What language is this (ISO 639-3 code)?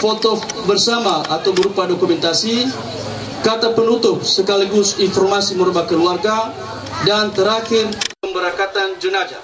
nia